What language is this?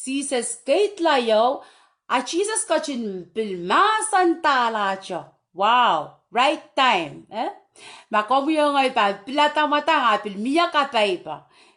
Pohnpeian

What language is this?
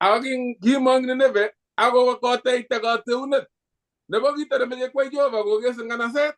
Kalenjin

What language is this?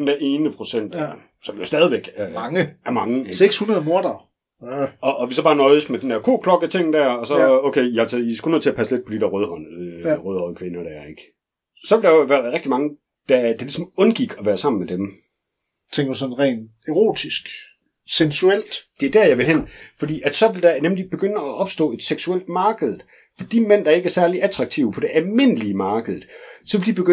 Danish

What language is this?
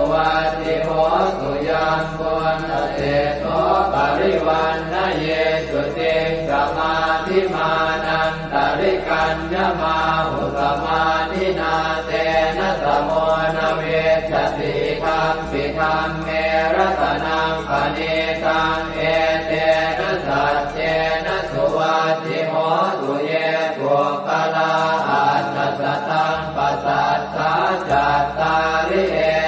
Pali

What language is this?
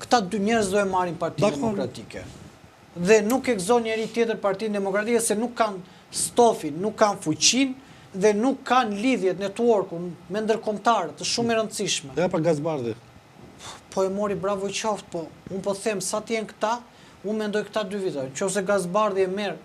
Albanian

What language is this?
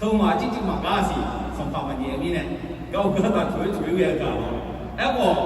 Akha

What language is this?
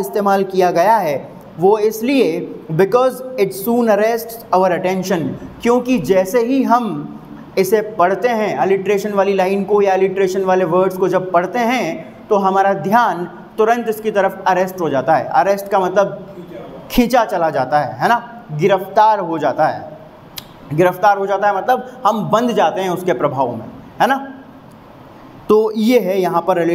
Hindi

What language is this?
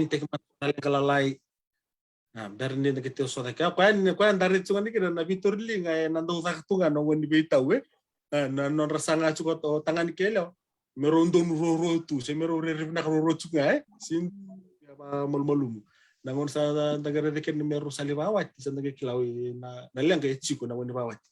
Fijian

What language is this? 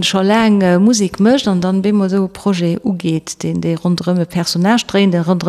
Luxembourgish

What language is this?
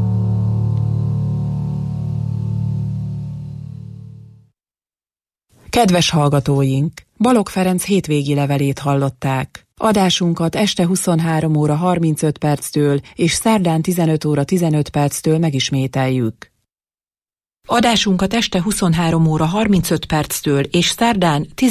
Hungarian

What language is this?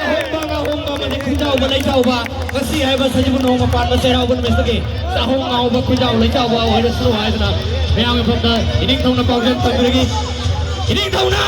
Manipuri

